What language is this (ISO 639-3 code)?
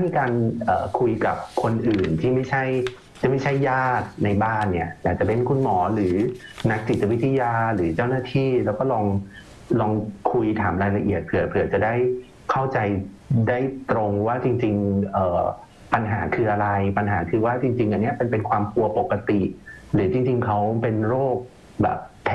tha